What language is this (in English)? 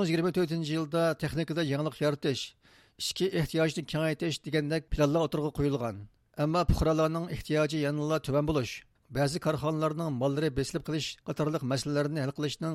Uyghur